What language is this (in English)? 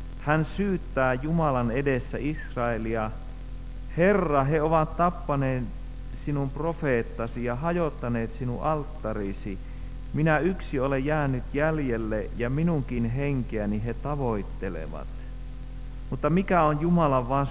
Finnish